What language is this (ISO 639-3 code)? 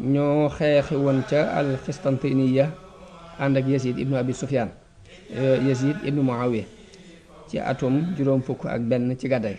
wol